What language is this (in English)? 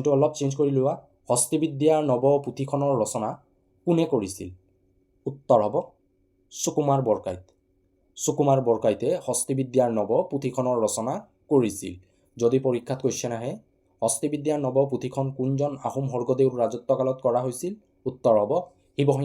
Assamese